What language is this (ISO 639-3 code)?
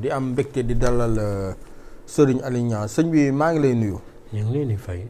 wol